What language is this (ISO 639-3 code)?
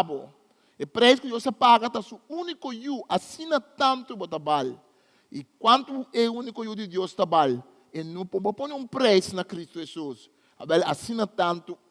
pap